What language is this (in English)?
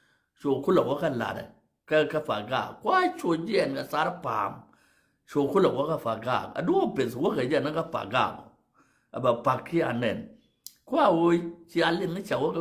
Nuer